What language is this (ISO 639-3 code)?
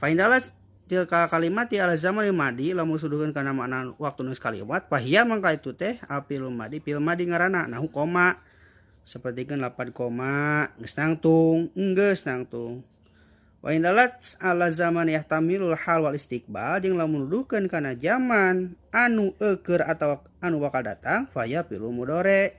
sun